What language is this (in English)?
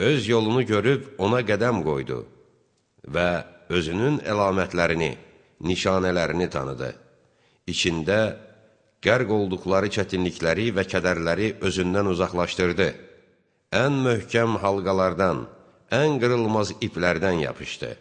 Azerbaijani